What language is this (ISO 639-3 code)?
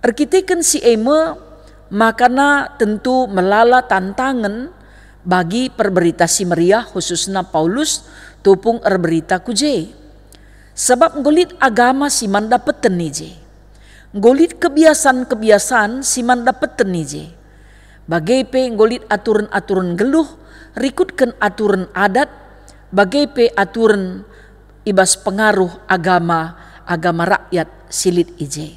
btx